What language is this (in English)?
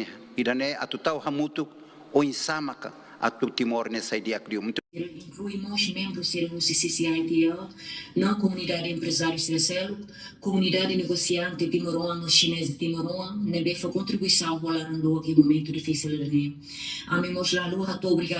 Tetum